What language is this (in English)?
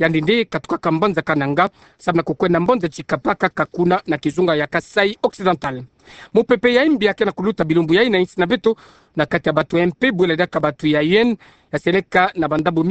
Kituba (Democratic Republic of Congo)